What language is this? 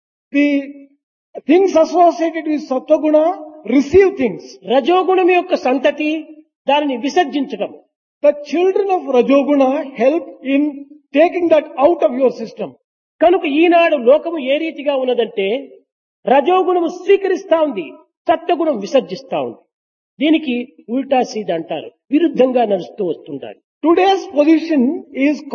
Telugu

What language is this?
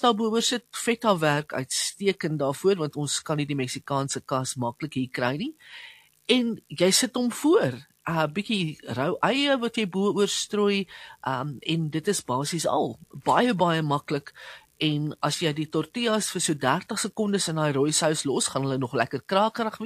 Afrikaans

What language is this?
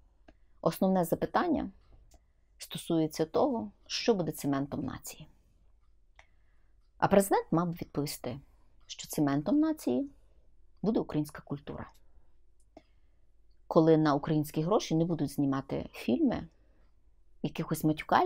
Ukrainian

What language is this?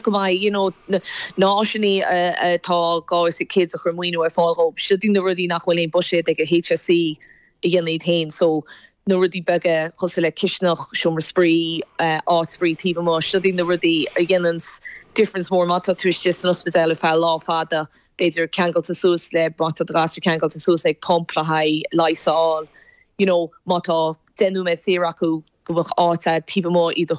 Irish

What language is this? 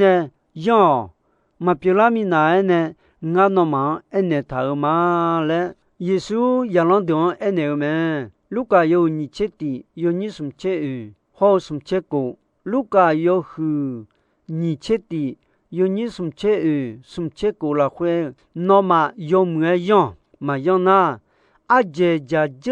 Akha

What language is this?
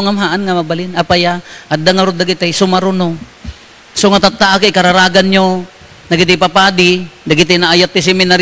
Iloko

